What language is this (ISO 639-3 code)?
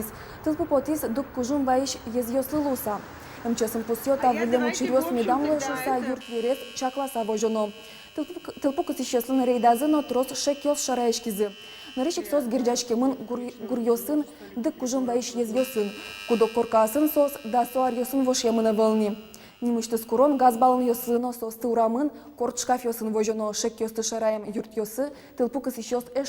udm